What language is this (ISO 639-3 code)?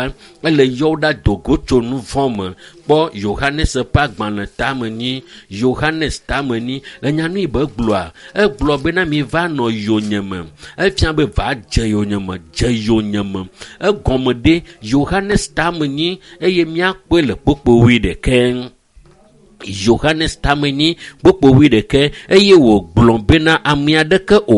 ewe